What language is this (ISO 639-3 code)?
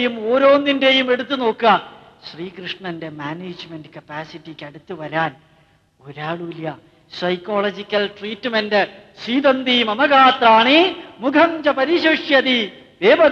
mal